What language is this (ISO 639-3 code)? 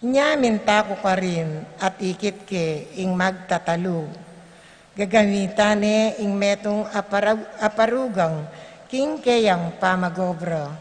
pam